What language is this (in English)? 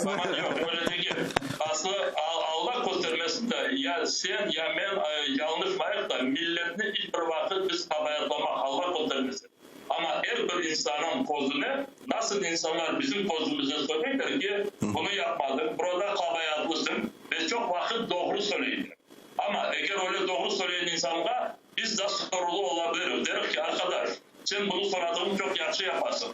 Crimean Tatar